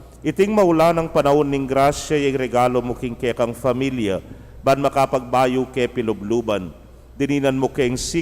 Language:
Pampanga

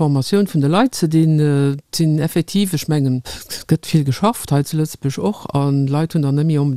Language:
Luxembourgish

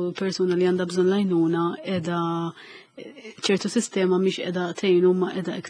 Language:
Maltese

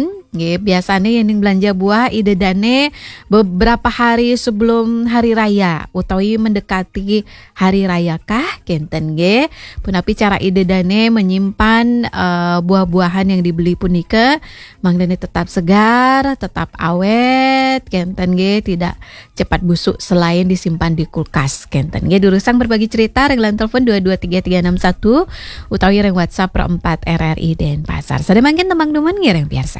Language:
Balinese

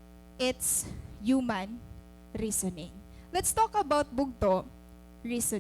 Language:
Waray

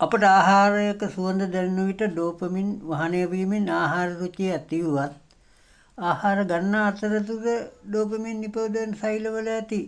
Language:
Sinhala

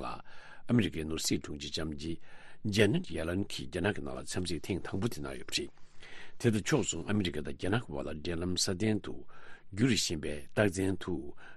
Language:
Tibetan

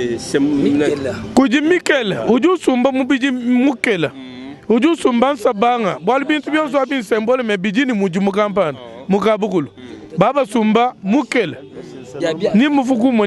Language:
Luba-Lulua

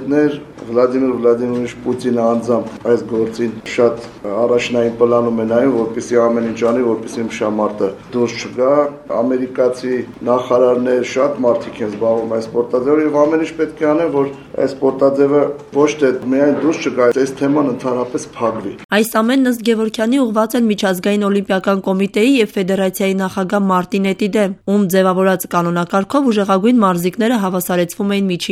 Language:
Armenian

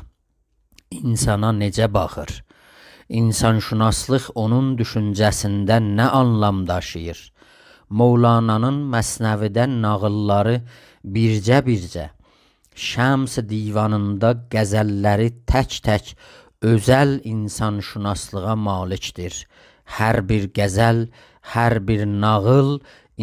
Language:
South Azerbaijani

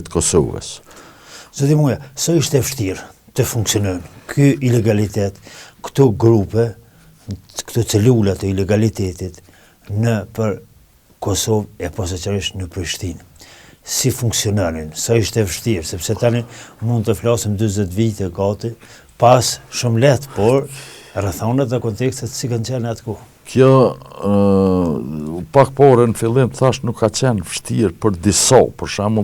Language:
Albanian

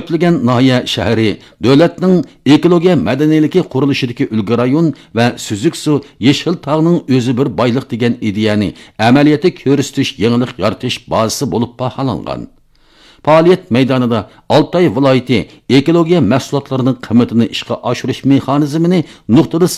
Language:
Uyghur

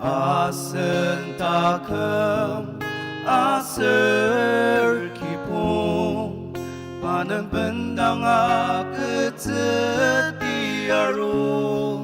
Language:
Ao Naga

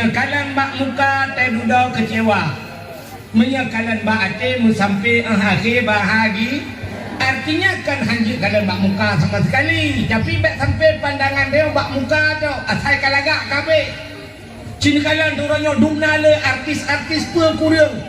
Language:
Achinese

